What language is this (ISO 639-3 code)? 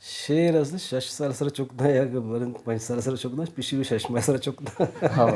bal